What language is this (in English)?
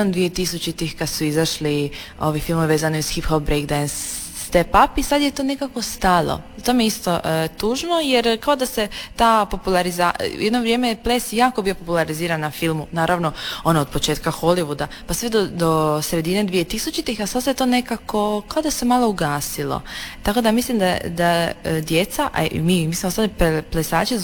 Croatian